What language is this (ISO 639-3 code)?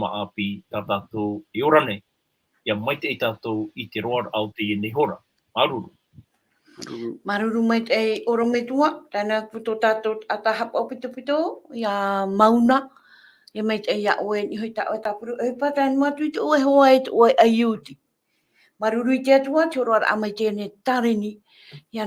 tah